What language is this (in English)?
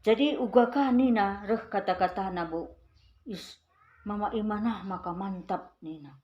Batak Karo